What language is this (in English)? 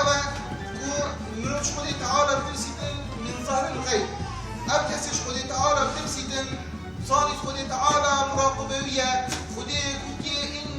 Kurdish